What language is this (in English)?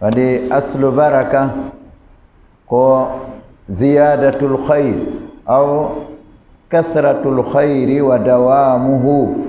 Fula